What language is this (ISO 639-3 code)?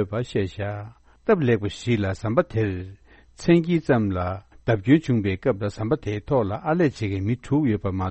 bod